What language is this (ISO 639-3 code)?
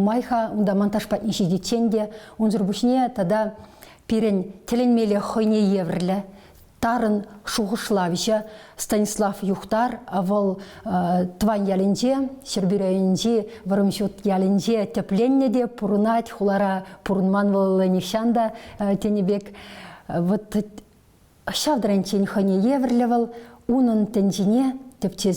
chv